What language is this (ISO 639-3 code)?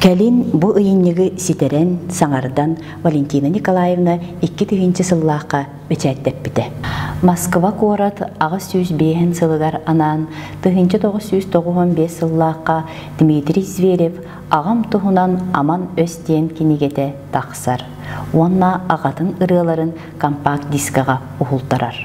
sah